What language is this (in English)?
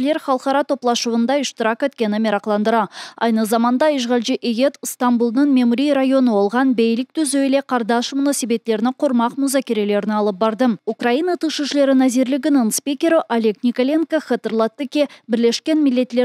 Crimean Tatar